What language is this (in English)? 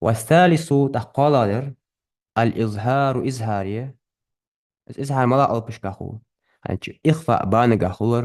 Ingush